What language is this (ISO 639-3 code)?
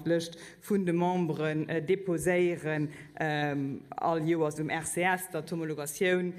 ltz